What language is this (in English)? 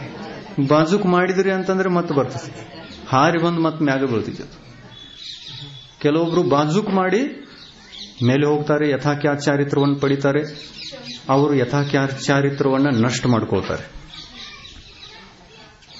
Kannada